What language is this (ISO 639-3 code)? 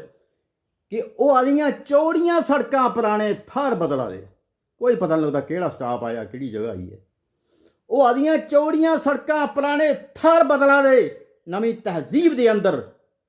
doi